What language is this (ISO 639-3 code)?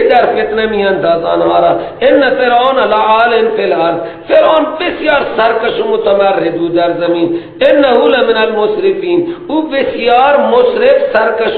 fas